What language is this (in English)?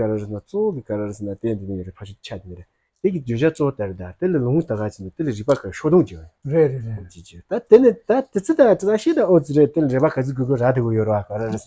Tibetan